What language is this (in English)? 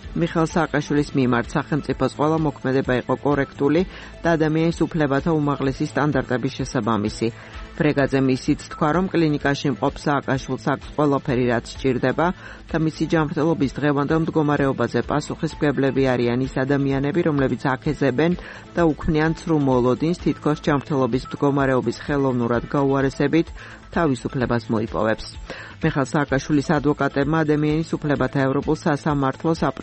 Georgian